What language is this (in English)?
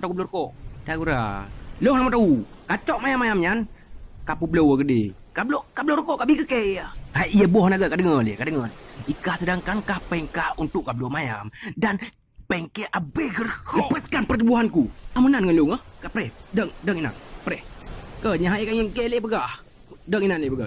Achinese